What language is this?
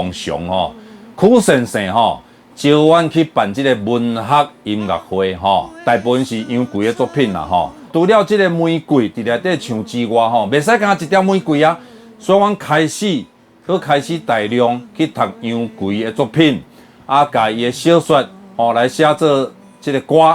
Min Nan Chinese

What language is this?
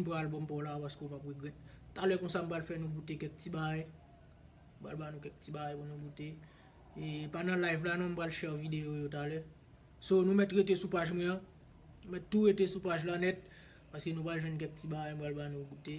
Haitian Creole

